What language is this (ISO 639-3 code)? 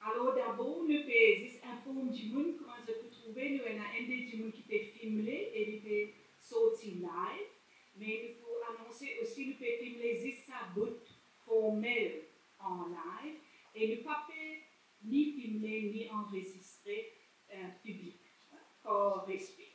mfe